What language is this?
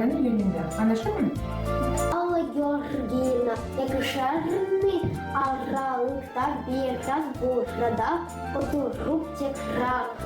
Gagauz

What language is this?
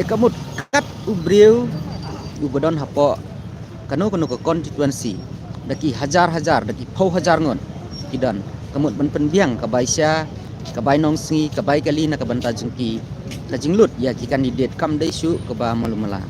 Khasi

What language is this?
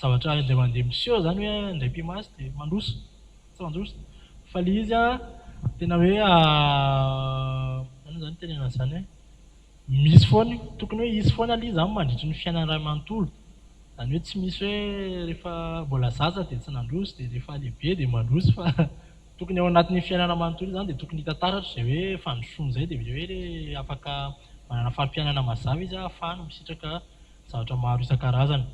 Malagasy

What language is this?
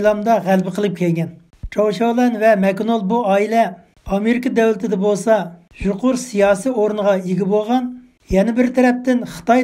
Uyghur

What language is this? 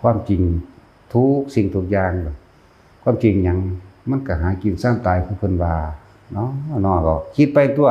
Northeastern Thai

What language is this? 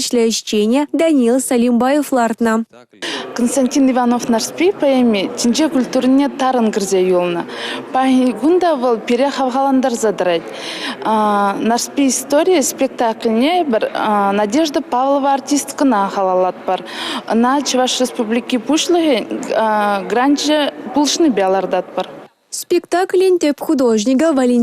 Chuvash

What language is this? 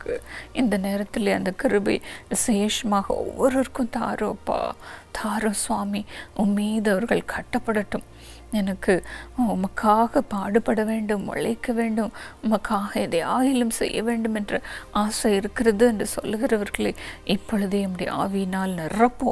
Tamil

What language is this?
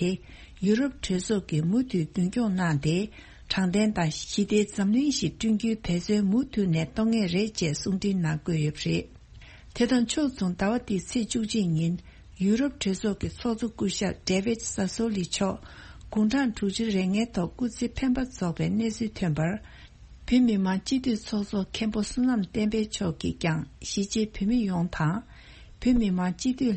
Tibetan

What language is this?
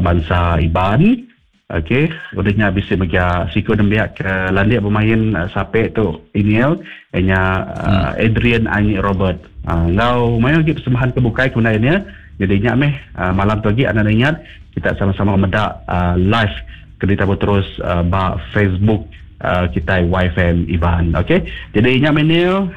Iban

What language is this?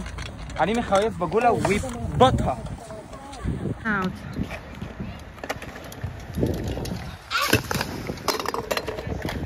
Hebrew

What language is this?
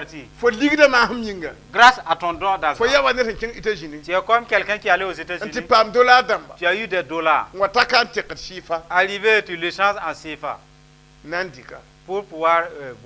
Mossi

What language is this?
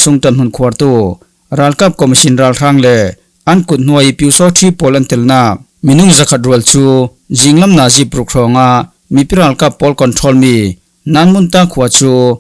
Falam Chin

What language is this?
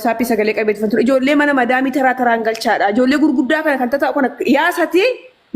Oromo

